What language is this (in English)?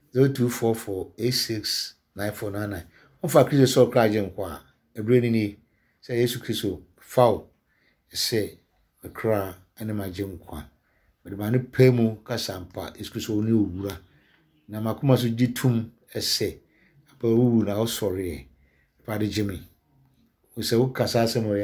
Akan